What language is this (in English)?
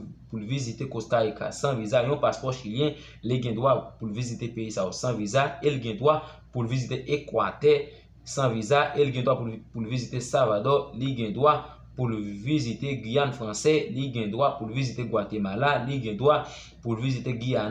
Haitian Creole